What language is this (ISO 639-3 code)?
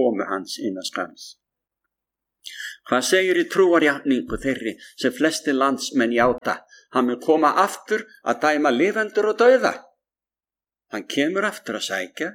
isl